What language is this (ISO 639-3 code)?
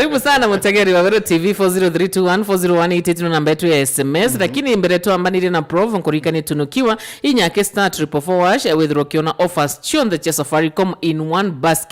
mer